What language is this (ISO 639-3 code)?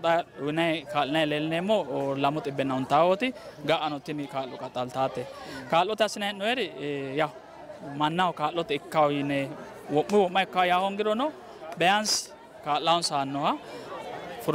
sid